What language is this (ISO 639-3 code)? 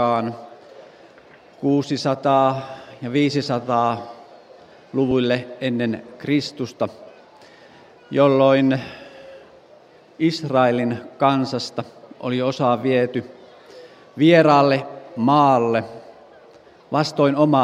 fin